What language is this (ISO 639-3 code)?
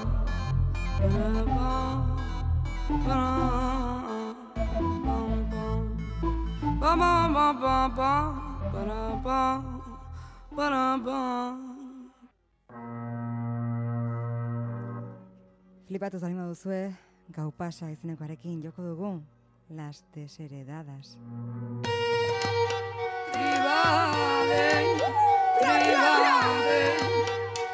eus